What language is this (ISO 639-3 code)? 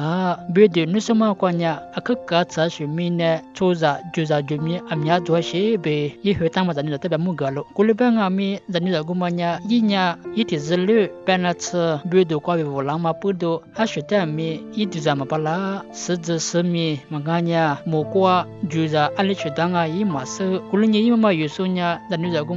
lis